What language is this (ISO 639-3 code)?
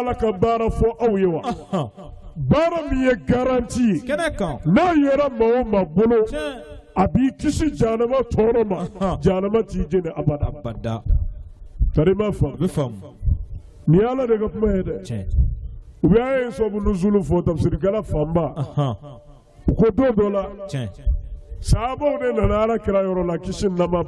bam